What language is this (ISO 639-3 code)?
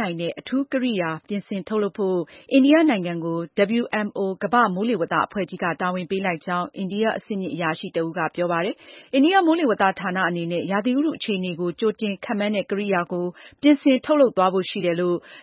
mya